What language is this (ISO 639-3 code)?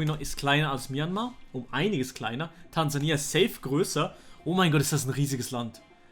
gsw